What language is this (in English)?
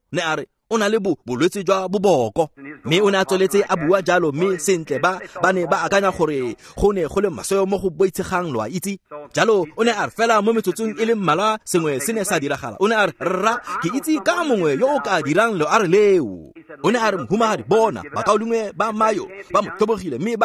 Tswana